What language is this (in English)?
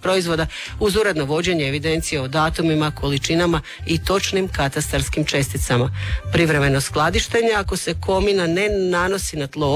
Croatian